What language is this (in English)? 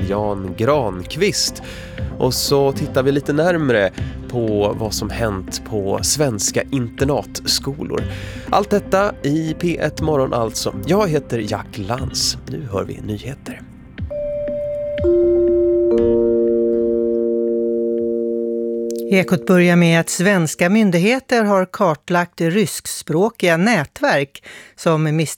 Swedish